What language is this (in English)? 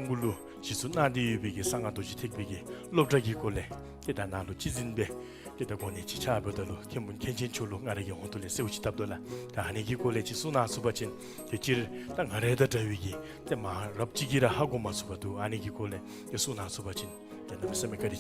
Dzongkha